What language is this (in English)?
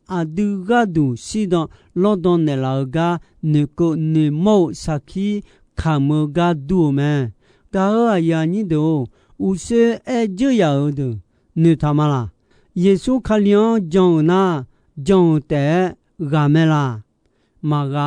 Akha